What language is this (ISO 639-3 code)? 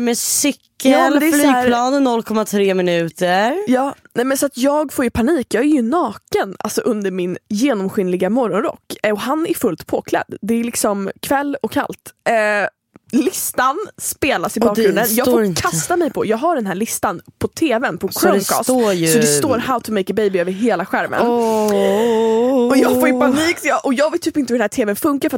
swe